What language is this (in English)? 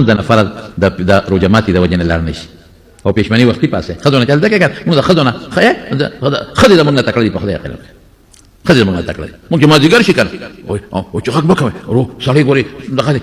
Pashto